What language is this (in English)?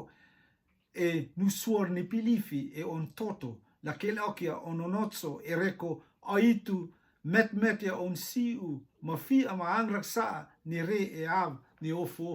Rotuman